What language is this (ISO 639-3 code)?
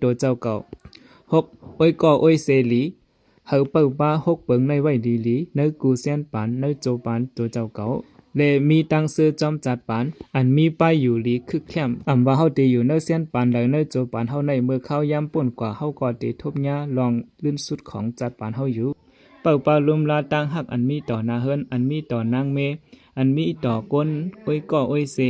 shn